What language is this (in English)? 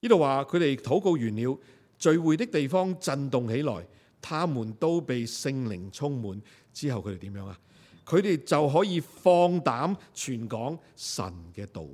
Cantonese